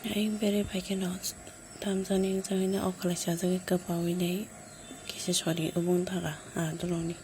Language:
Kok Borok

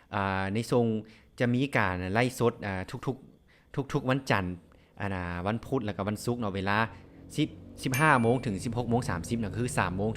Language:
Lao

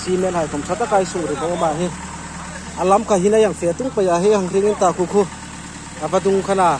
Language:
Hmar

